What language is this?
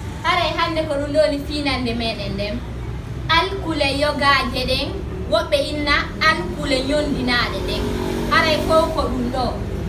Fula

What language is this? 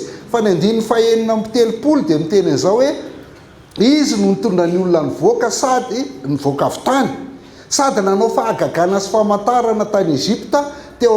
Malagasy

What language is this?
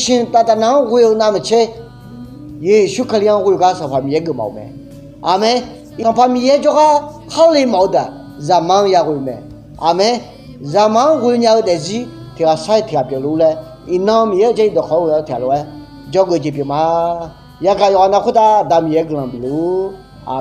Akha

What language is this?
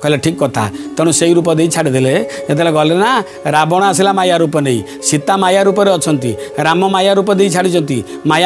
Odia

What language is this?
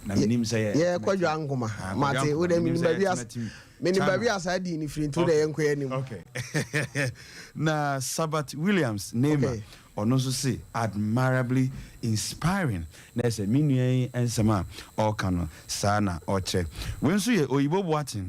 Akan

